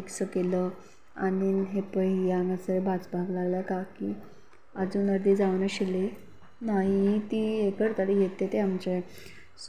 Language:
Konkani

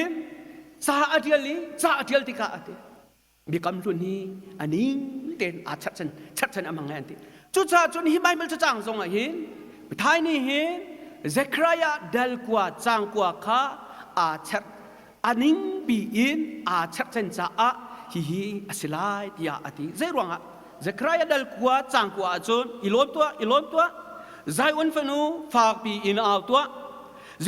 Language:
Hakha Chin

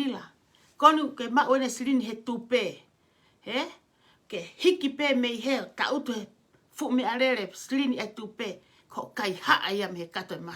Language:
Tongan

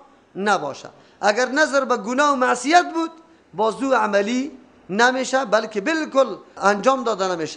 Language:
Persian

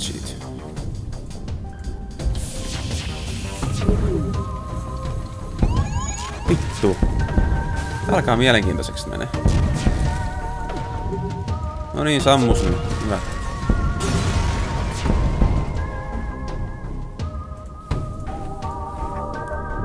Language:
Finnish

